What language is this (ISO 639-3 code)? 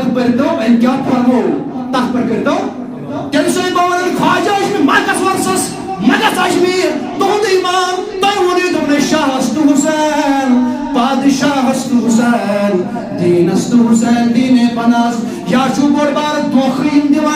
kas